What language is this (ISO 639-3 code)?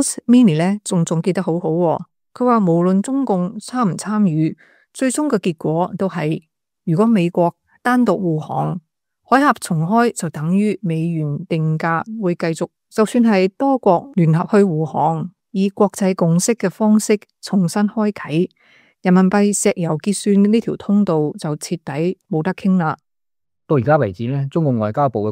yue